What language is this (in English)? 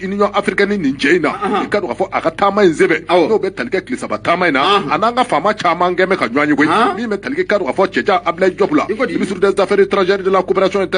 Bambara